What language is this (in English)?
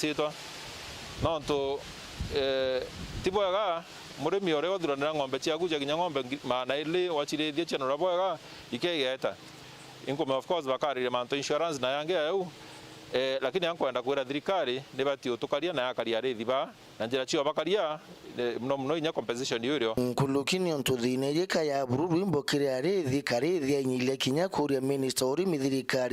Meru